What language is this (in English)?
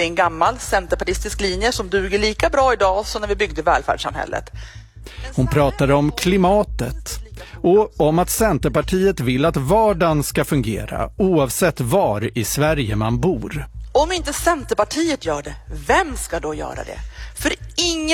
Swedish